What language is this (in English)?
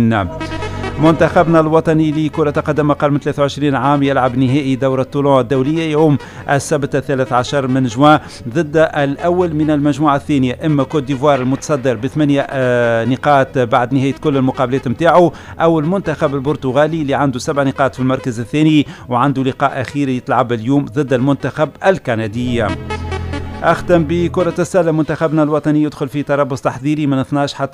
Tunisian Arabic